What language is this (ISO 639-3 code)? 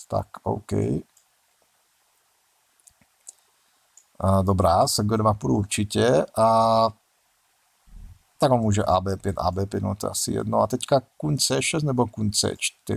ces